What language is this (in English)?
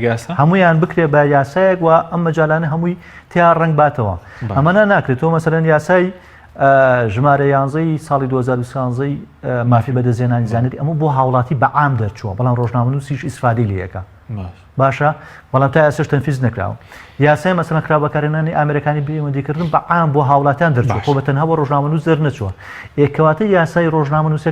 Central Kurdish